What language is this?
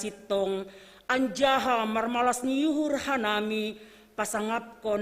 Batak Simalungun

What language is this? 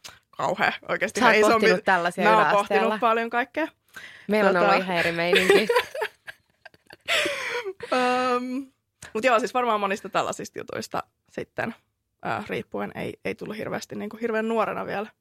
Finnish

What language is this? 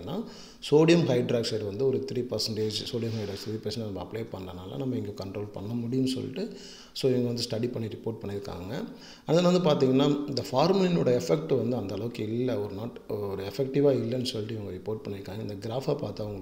Tamil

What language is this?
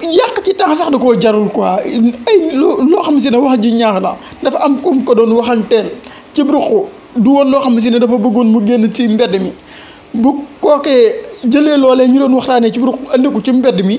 Wolof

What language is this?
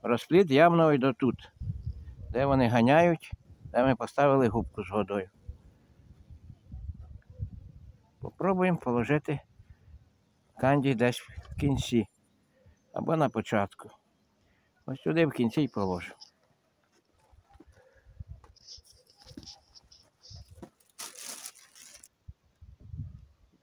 Ukrainian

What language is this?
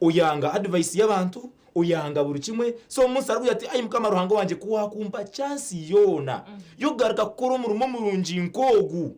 Nyankole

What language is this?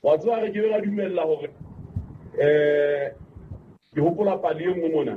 Southern Sotho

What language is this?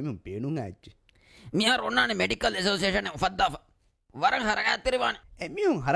Divehi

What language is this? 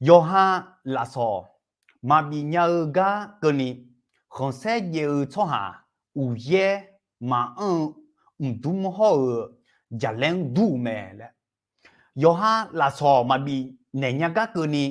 Akha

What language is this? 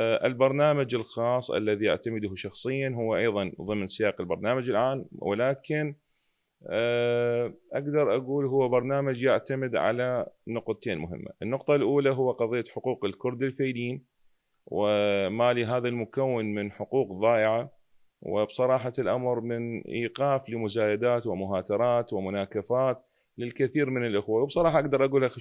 Mesopotamian Arabic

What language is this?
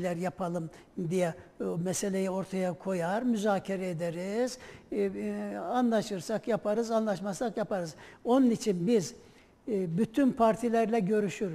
Turkish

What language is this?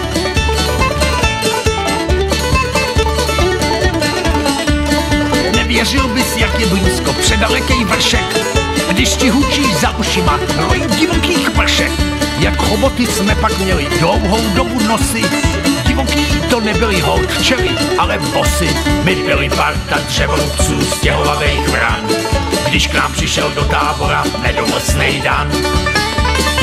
Czech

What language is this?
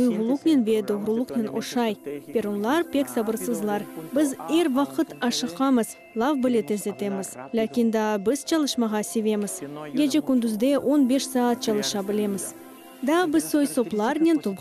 Crimean Tatar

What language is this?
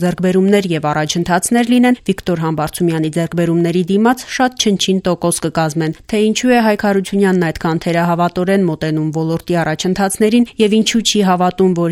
Armenian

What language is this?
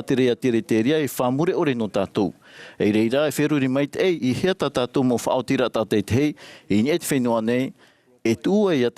Tahitian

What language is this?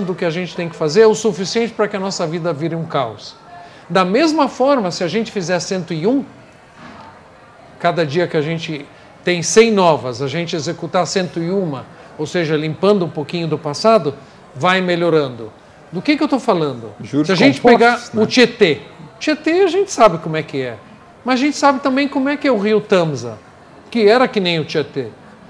Portuguese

